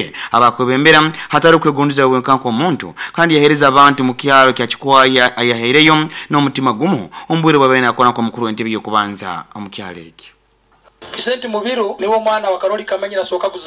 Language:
Nyoro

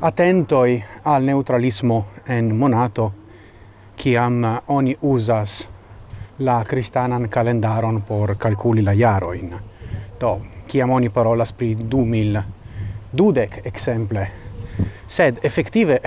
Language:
Esperanto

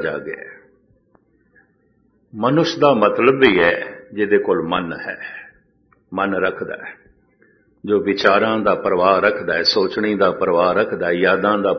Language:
Punjabi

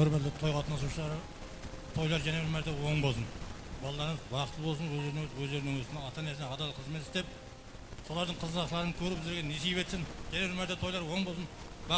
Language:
Kara-Kalpak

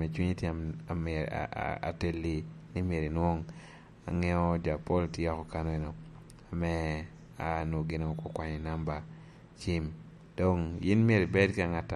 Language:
Lango (Uganda)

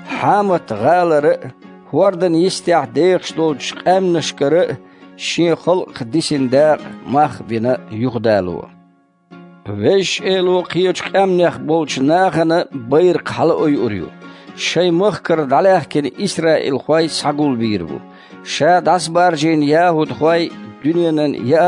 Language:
Chechen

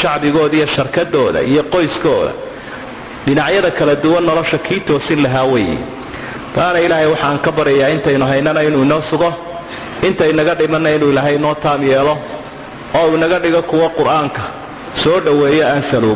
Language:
Somali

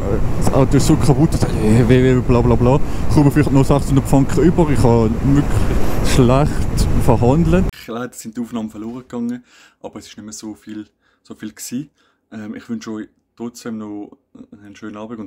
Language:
Swiss German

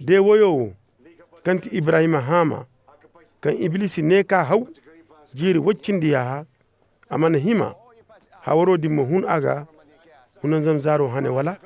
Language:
Koyraboro Senni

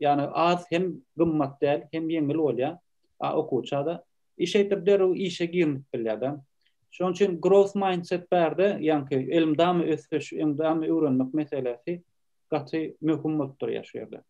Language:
Turkmen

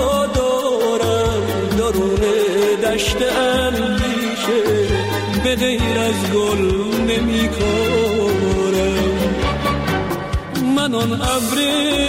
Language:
Persian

